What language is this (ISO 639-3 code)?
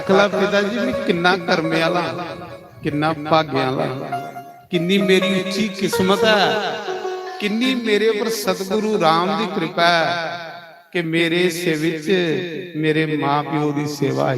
doi